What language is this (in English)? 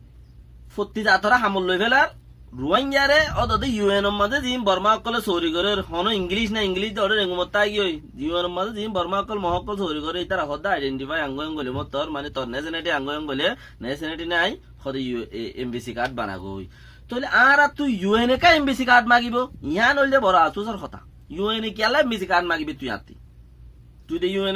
Rohingya